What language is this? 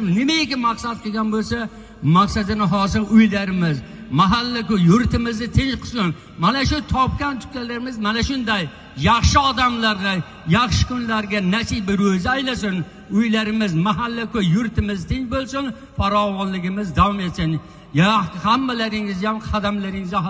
Uzbek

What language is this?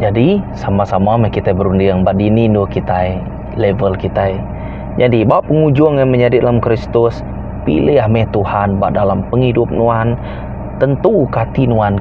Iban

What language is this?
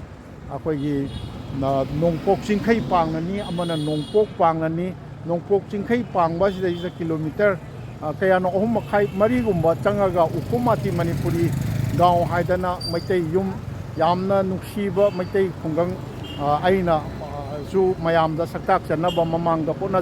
Manipuri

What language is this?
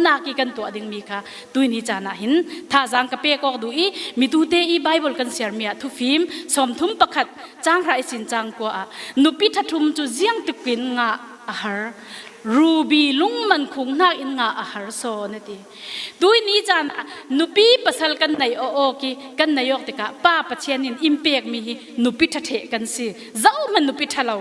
Falam Chin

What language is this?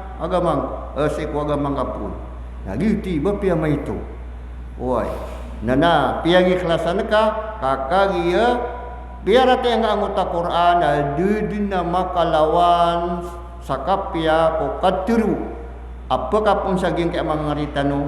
Maranao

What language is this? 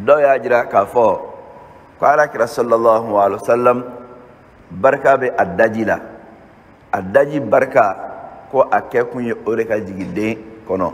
Bambara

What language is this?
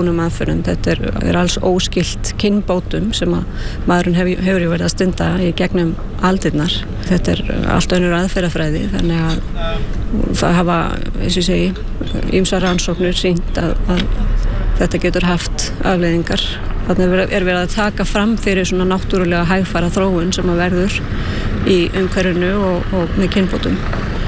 Icelandic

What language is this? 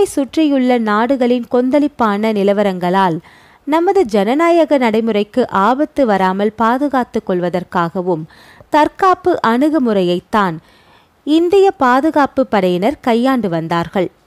Tamil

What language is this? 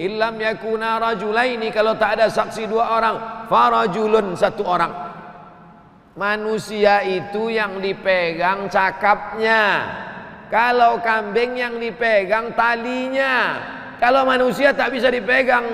Indonesian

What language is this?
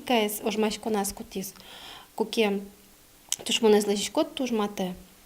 Udmurt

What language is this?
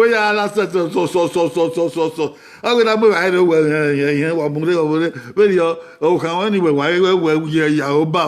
Bini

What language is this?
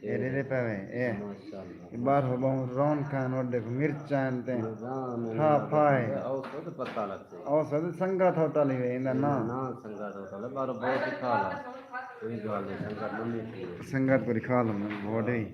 Saraiki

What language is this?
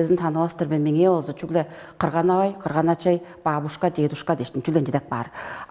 Tuvinian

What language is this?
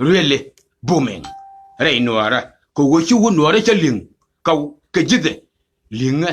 Nuer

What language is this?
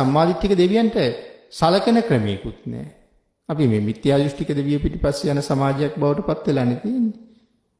Sinhala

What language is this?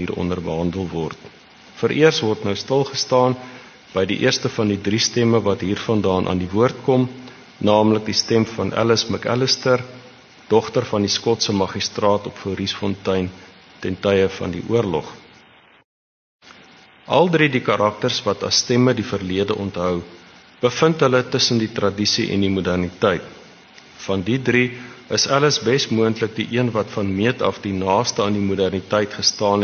Afrikaans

